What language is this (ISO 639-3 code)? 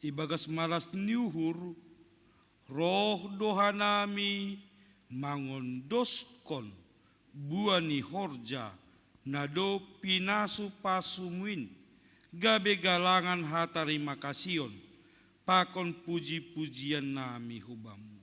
bts